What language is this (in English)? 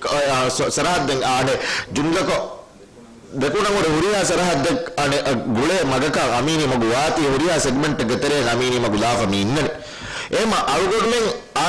Divehi